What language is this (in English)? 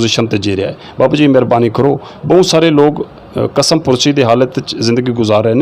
Saraiki